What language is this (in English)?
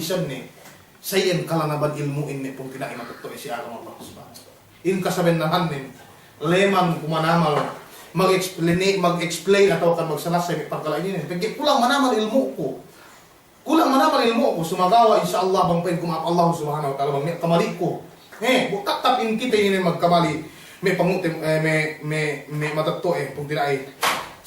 Yakan